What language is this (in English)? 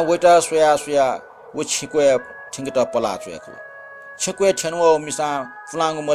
Newari